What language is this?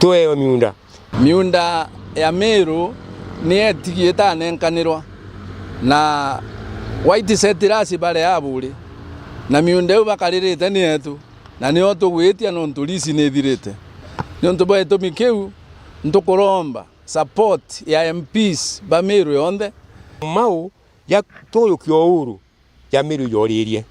Meru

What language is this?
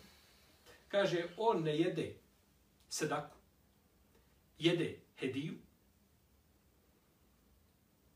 Bosnian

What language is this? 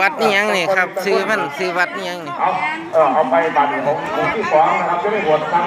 Northeastern Thai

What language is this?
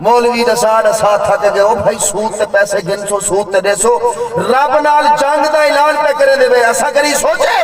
Saraiki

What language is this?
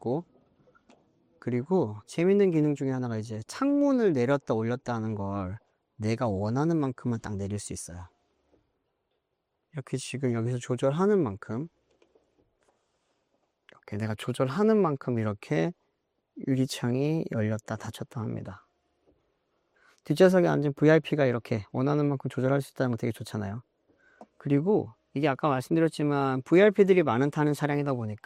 Korean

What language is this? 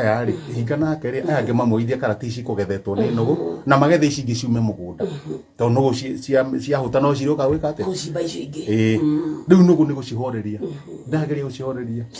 Kikuyu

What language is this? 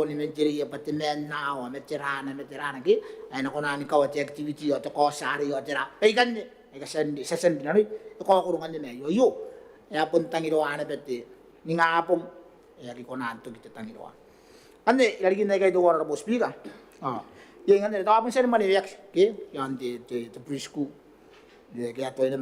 Gilbertese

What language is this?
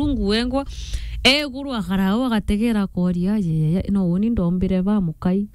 Meru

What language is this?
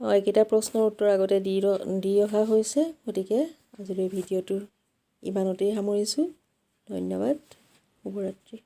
Assamese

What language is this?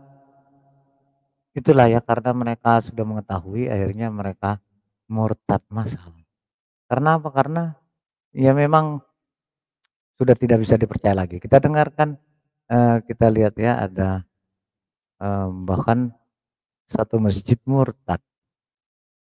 Indonesian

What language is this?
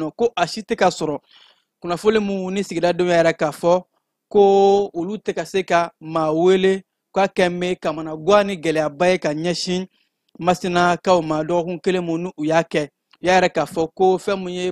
Bambara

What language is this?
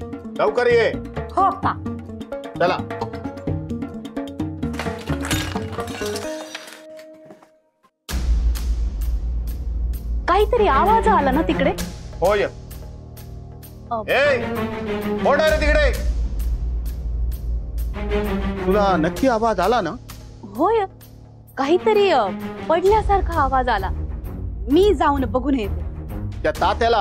Marathi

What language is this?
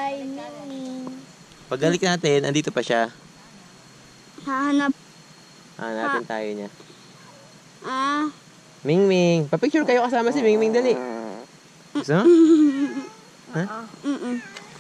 Filipino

